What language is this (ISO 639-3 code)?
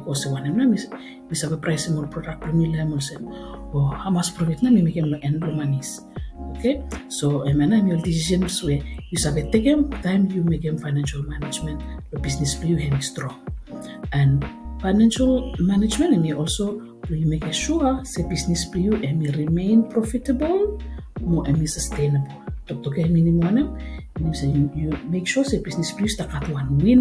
bis